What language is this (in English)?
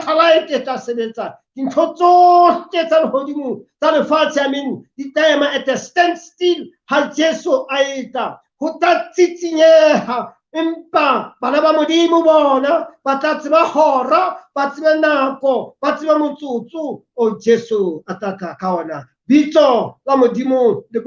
Southern Sotho